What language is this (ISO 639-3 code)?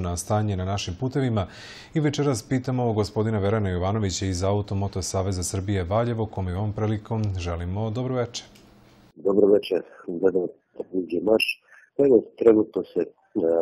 srp